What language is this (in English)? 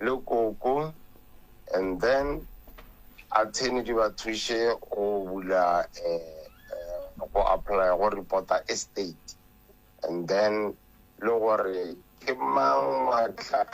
Northern Sotho